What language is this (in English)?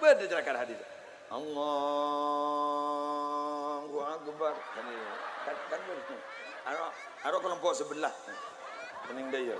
Madurese